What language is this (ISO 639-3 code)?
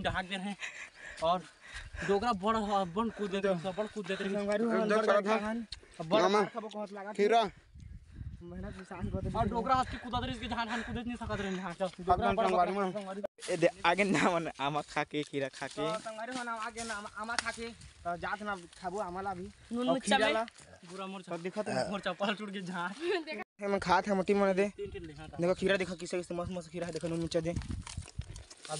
hne